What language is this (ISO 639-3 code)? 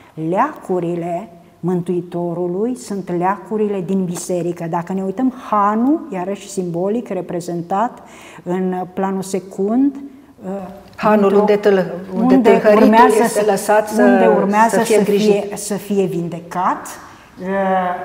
ron